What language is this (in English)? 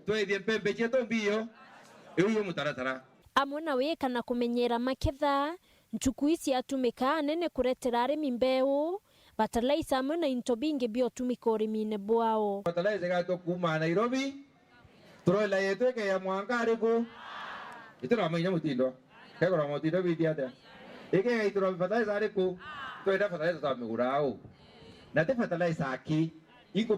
Meru